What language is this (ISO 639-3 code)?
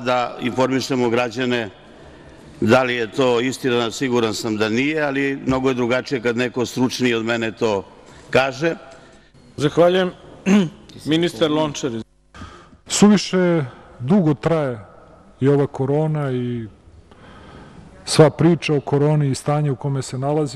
srp